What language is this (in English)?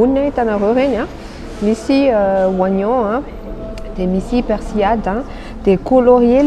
Malagasy